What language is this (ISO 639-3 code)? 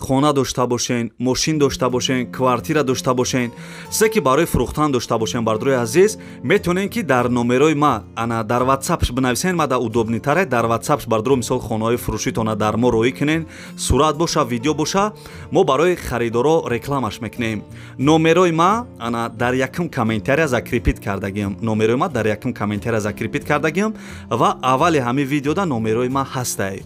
tgk